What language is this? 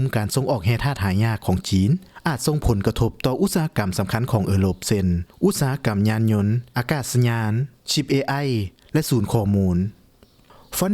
Lao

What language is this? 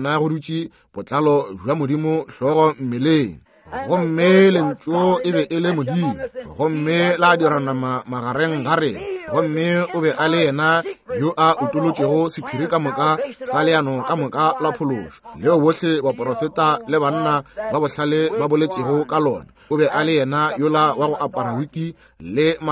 Northern Sotho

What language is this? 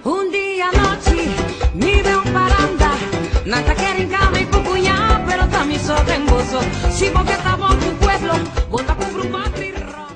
Papiamento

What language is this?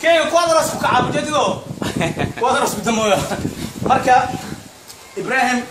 Somali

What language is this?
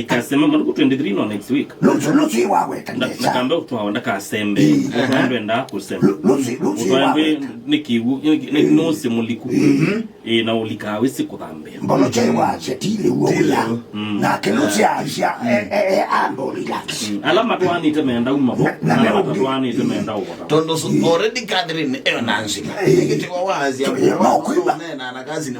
Kamba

